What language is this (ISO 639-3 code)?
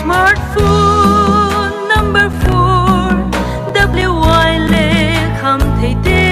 pck